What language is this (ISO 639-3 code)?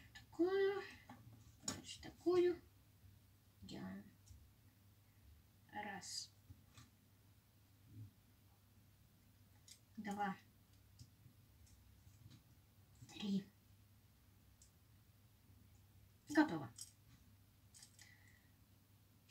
rus